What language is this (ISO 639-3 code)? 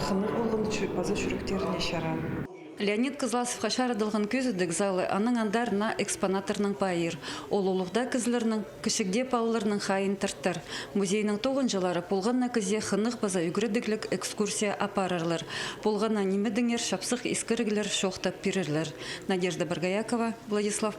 kjh